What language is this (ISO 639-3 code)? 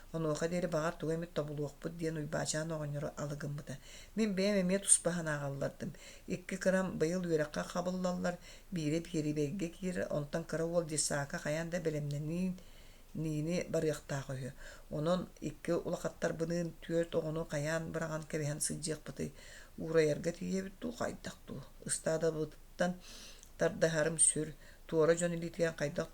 sah